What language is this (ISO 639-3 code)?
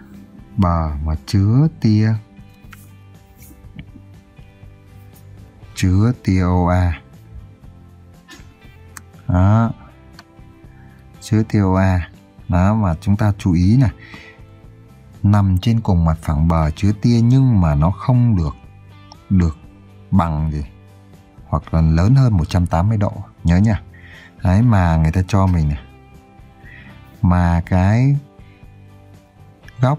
vie